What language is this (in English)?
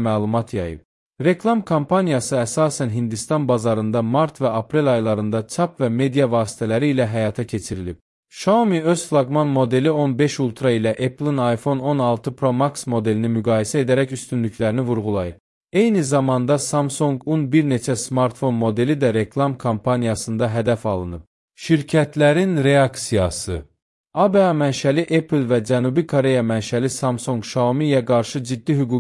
Azerbaijani